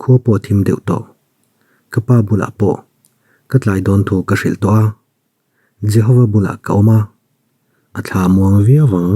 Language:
Mizo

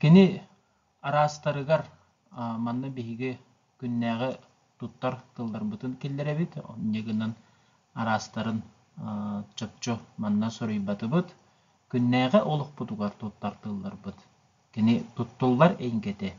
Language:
Yakut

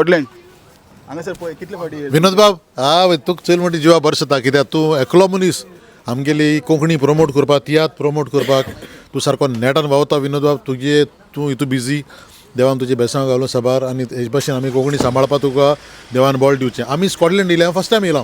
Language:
Konkani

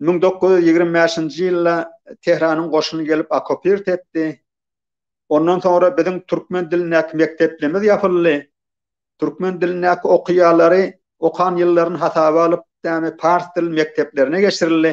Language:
Turkmen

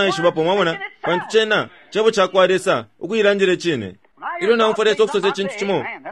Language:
Bemba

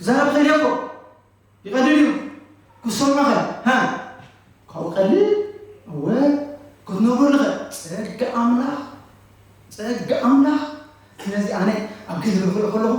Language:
Tigrinya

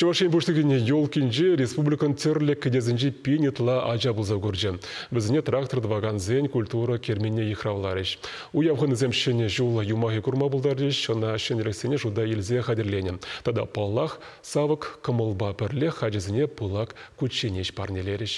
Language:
Chuvash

